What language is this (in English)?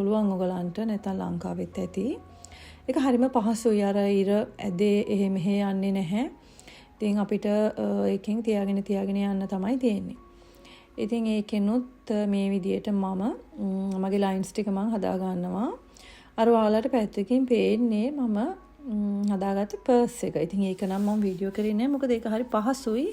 Sinhala